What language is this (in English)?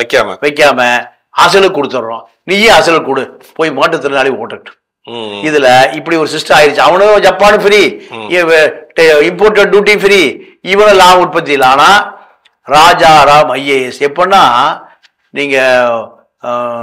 Tamil